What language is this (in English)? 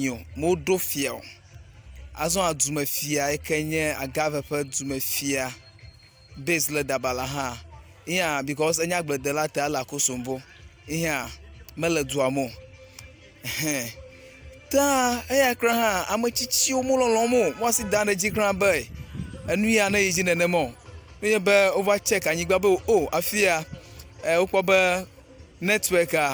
Ewe